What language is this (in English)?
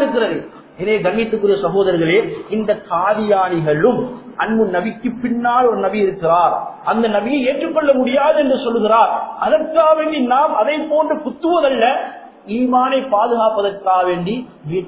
Tamil